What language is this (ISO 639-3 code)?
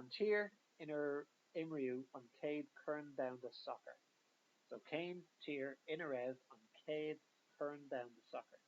gle